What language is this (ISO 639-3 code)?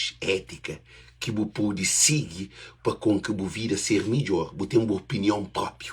kea